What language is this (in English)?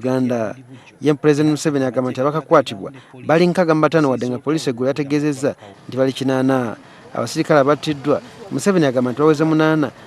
Ganda